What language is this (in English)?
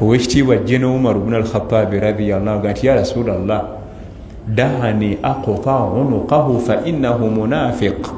Ganda